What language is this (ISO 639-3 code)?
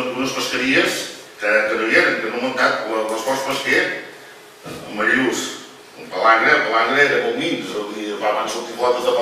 cat